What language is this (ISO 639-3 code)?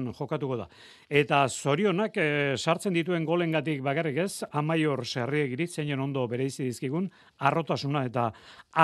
eus